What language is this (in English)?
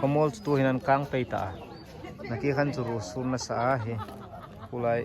Hmar